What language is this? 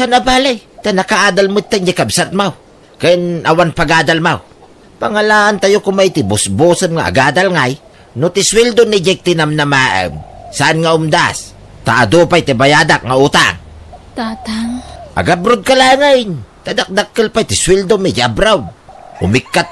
Iloko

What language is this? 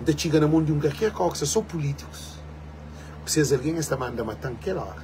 Kabuverdianu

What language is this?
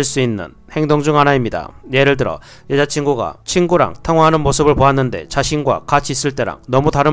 Korean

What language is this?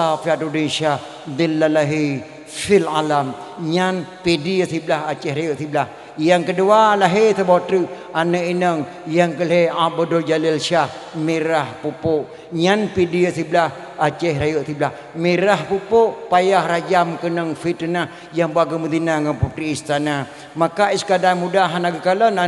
Achinese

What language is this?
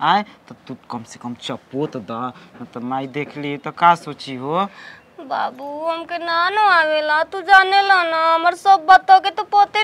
Bhojpuri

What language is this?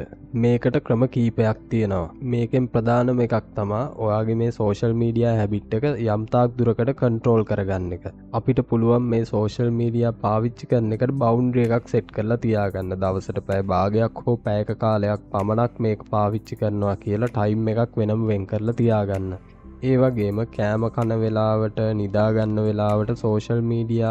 Sinhala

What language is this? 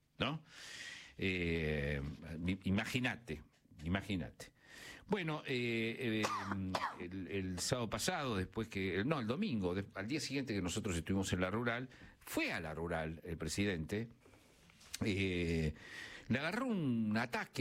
Spanish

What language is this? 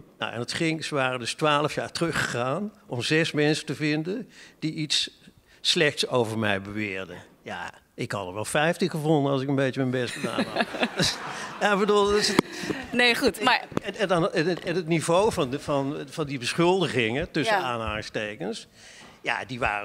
Dutch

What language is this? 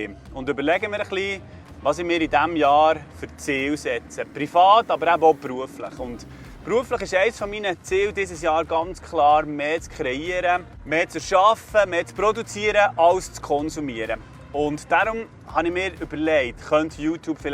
Swiss German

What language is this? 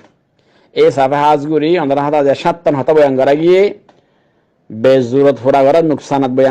Rohingya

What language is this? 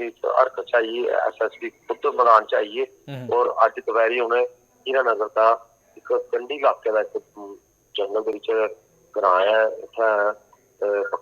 Dogri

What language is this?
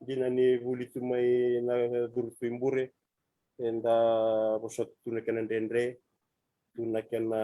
Fijian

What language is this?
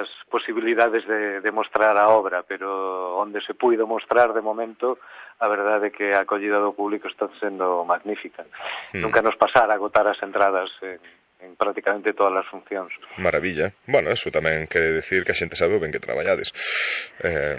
Galician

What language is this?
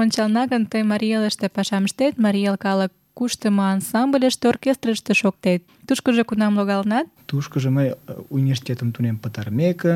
Mari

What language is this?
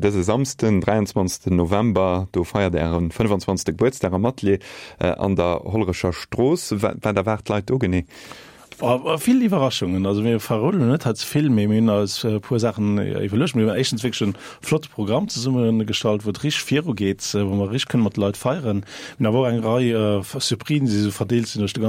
Luxembourgish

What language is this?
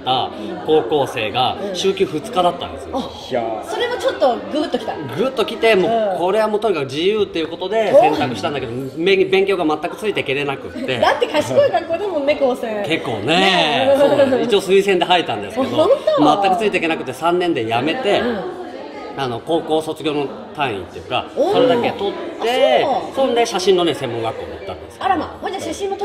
Japanese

